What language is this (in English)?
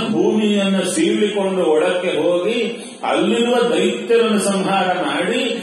Kannada